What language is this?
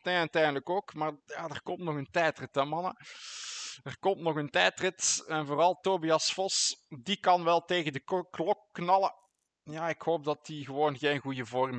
Dutch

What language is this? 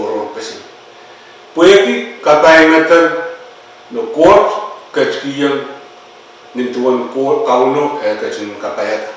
Pohnpeian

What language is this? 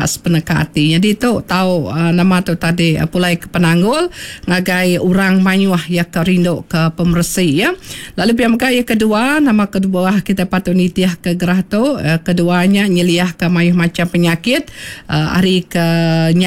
Iban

